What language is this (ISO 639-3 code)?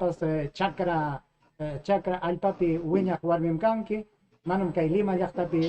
quy